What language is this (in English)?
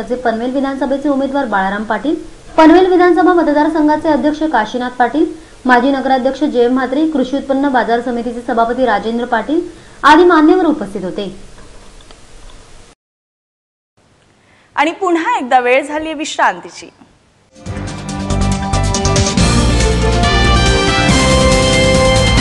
Marathi